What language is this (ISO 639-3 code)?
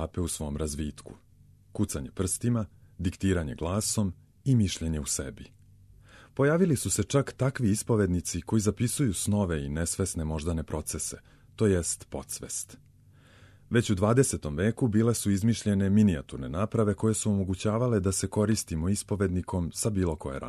srp